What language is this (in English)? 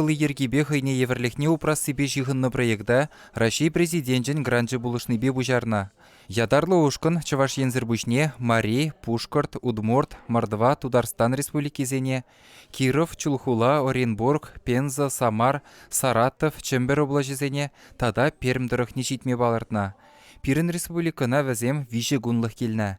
Chuvash